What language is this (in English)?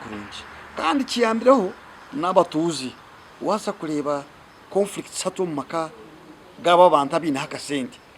Nyankole